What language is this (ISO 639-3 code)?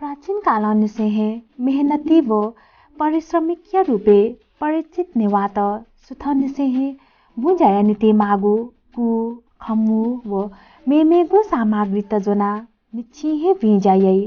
new